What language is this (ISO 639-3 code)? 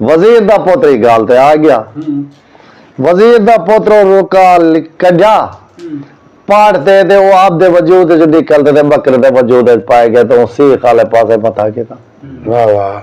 skr